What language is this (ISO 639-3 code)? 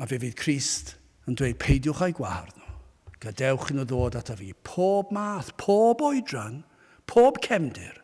cym